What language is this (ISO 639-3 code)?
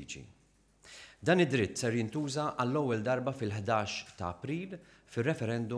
mlt